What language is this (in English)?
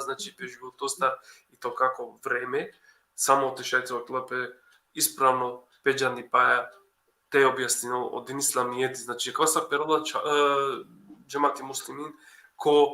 Balkan Romani